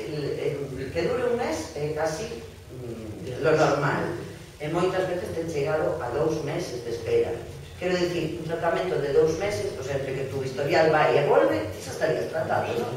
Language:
Galician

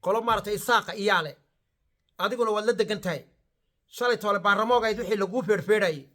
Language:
Somali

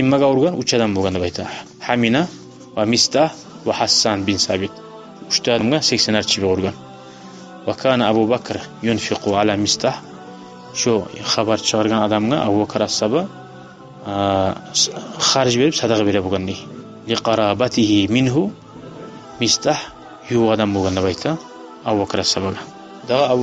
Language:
Kumyk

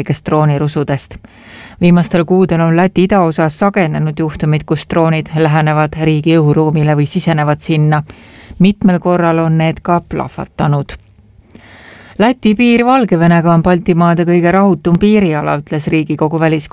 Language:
Estonian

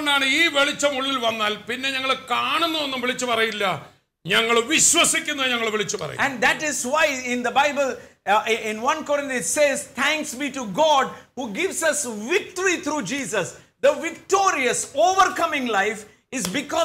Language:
Malayalam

